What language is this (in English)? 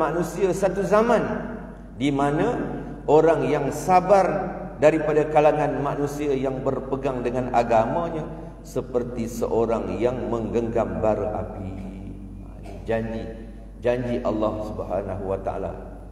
Malay